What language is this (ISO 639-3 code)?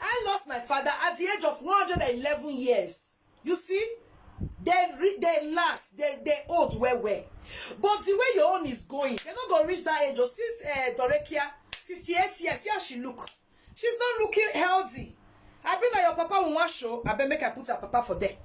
pcm